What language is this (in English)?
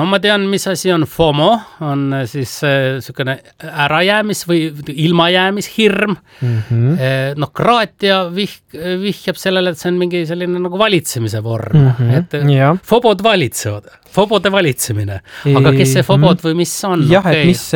Estonian